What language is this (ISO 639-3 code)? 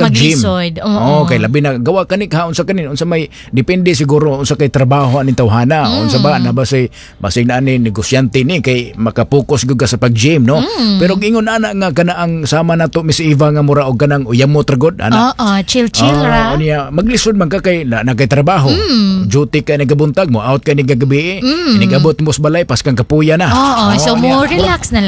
ceb